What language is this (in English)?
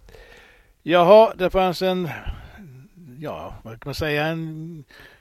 Swedish